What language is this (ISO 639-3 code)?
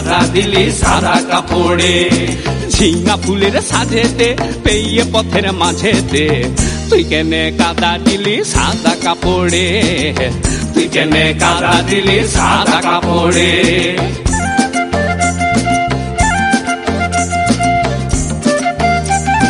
ben